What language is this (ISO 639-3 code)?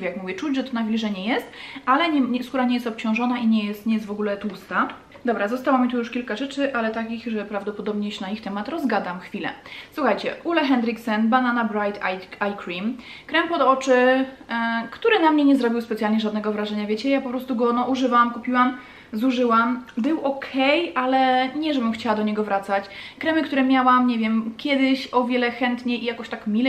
pol